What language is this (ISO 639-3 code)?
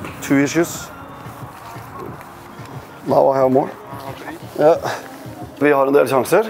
nor